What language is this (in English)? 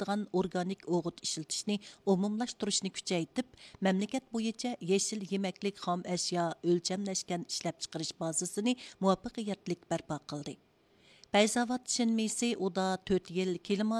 Uyghur